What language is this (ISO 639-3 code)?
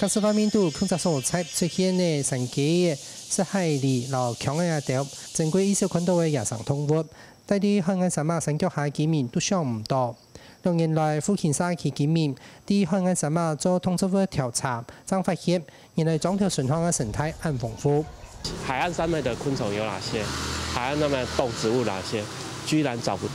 hak